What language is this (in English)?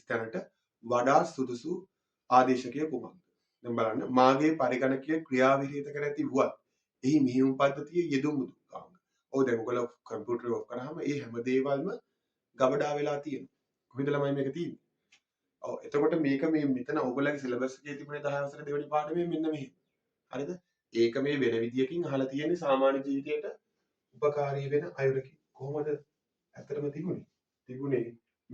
Sinhala